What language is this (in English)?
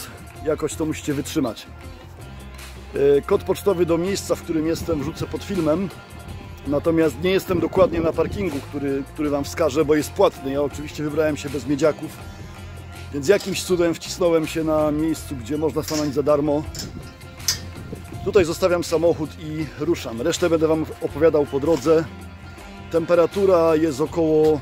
Polish